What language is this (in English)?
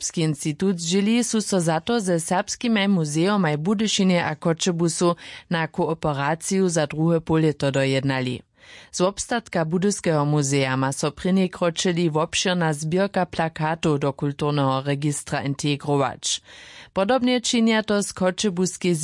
Upper Sorbian